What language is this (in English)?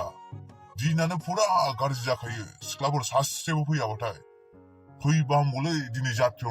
Bodo